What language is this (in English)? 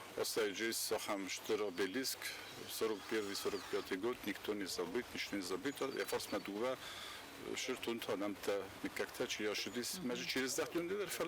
Ossetic